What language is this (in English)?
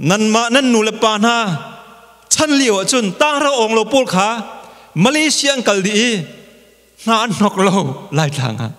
Hakha Chin